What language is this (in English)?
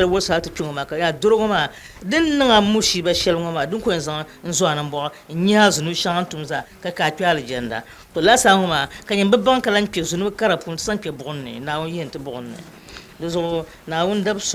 Dagbani